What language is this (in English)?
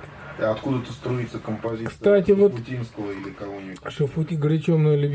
Russian